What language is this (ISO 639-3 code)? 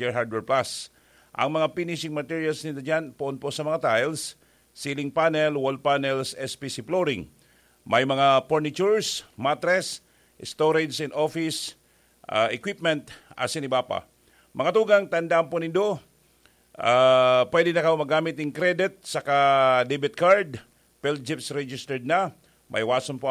bik